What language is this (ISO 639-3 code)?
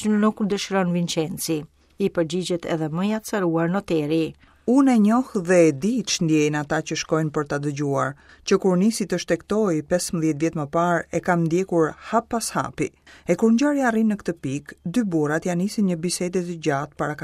sqi